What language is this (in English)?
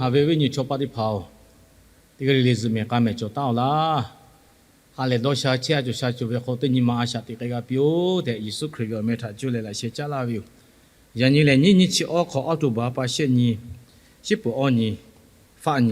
Lahu